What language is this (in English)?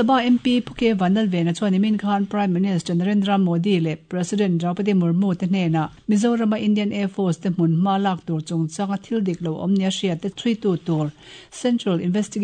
Mizo